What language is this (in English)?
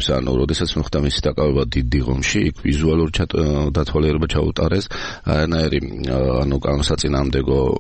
Georgian